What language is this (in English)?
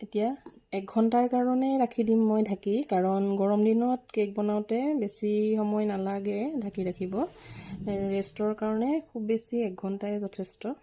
Assamese